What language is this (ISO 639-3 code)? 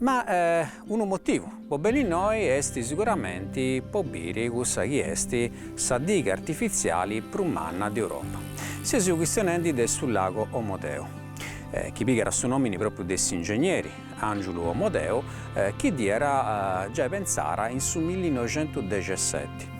srd